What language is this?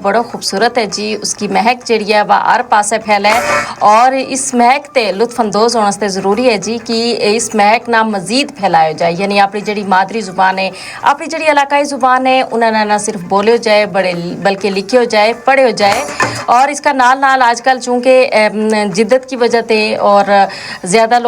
Gujari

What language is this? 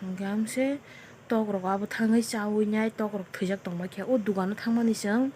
Kok Borok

